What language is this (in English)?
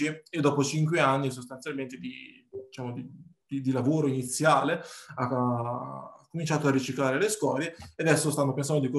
Italian